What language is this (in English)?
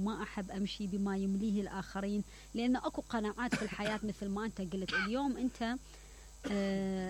Mesopotamian Arabic